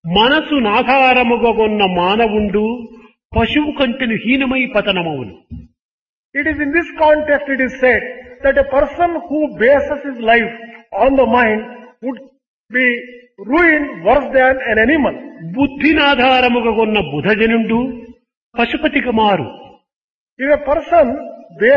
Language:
Telugu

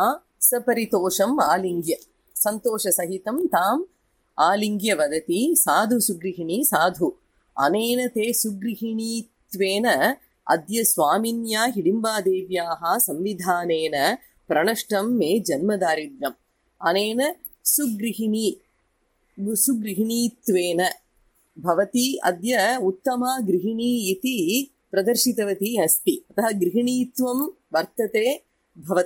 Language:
Sanskrit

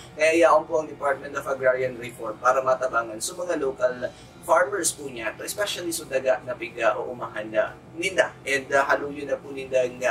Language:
Bikol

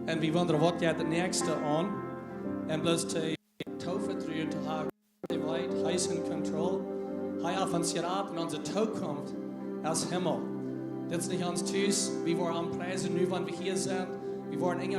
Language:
Plautdietsch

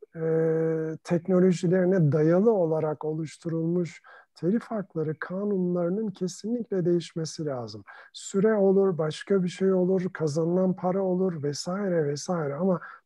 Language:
Turkish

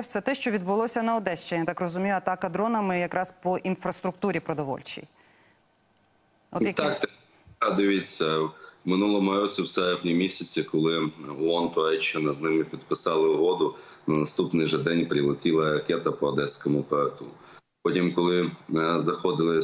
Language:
Ukrainian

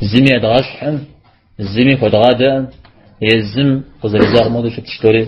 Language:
Kabardian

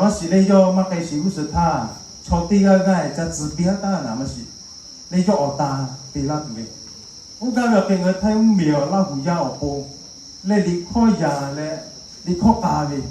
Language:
Lahu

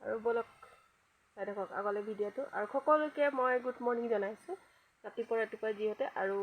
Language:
Assamese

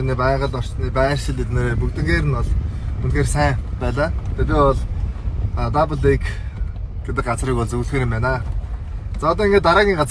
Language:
Mongolian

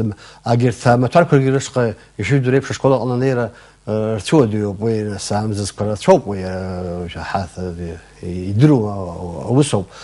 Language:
Abkhazian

